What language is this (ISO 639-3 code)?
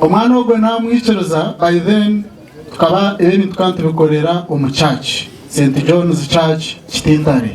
nyn